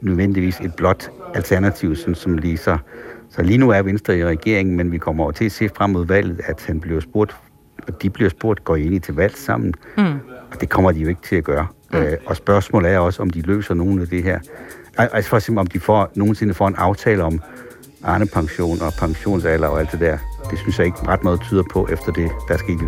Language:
Danish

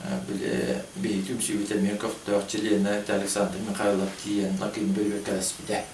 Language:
Yakut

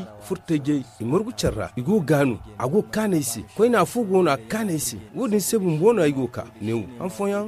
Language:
Zarma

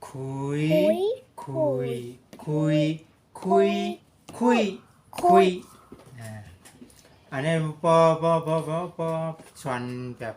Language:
Shan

